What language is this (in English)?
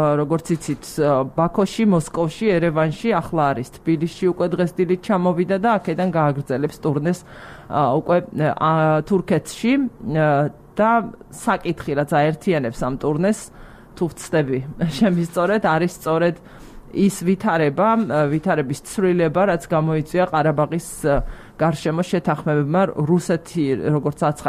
Georgian